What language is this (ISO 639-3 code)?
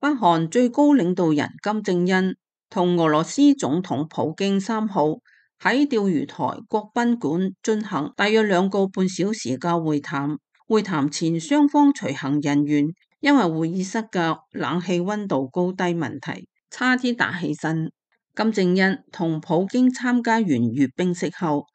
yue